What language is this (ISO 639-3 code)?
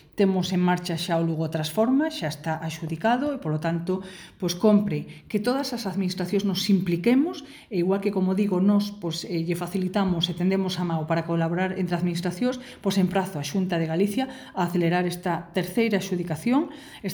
glg